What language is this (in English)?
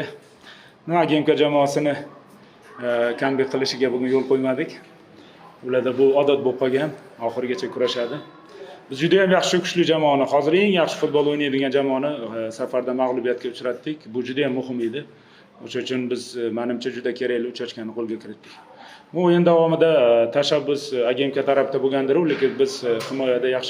Uzbek